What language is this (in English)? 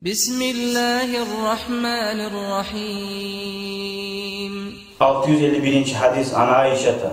Kumyk